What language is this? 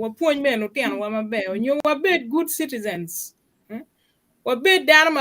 Acoli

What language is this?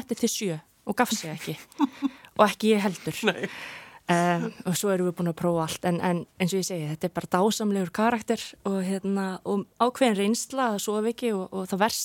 Icelandic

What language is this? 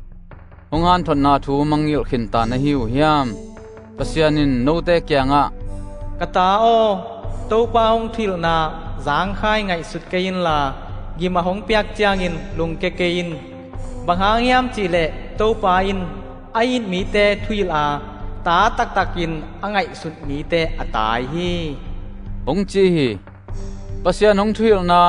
Tedim Chin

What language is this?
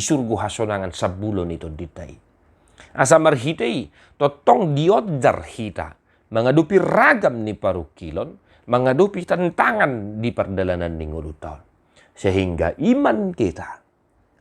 Batak Toba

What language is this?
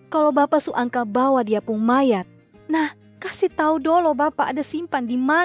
Kupang Malay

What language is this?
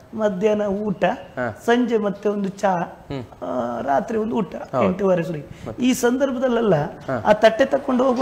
Kannada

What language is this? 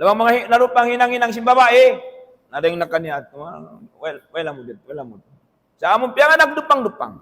Tausug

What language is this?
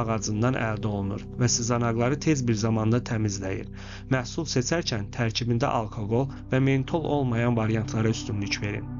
Azerbaijani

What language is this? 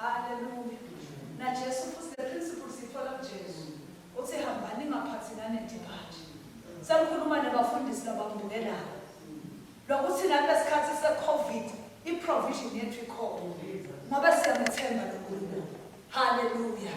Swati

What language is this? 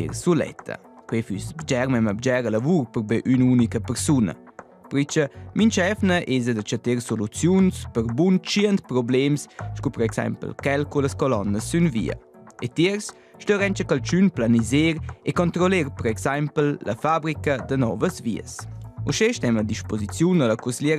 Romansh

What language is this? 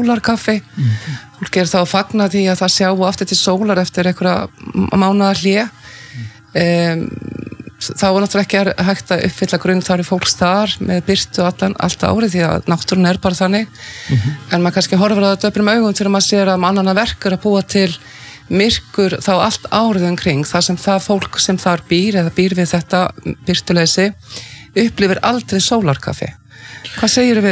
Icelandic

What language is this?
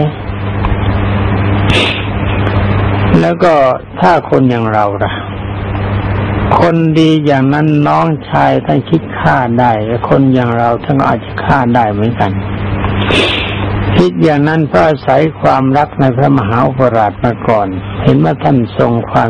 Thai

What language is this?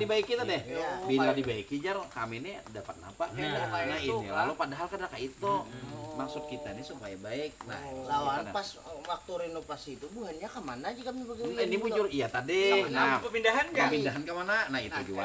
Banjar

